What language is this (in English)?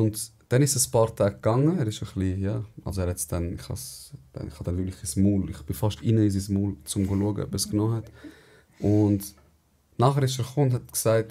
Swiss German